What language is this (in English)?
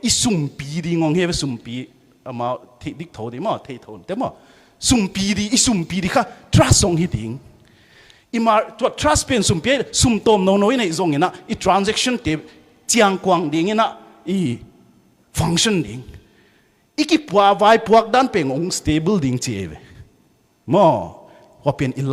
Tedim Chin